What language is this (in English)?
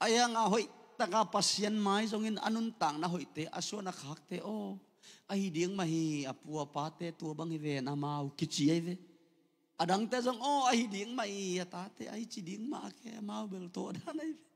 Tedim Chin